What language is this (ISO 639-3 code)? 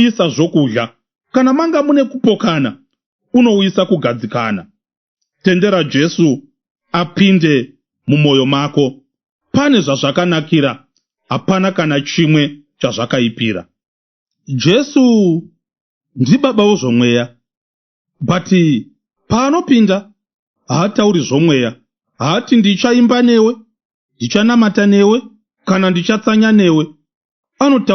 sna